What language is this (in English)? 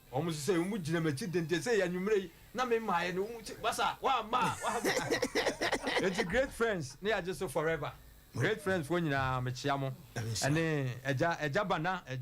Akan